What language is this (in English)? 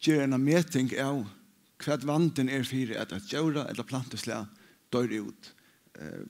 Faroese